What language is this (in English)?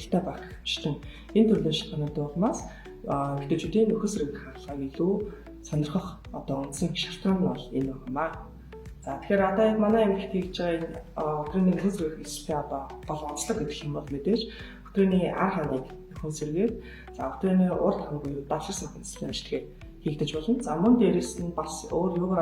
Mongolian